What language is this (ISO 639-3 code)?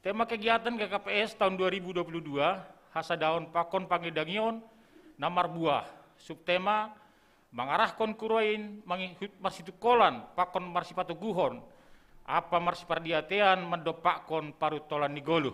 bts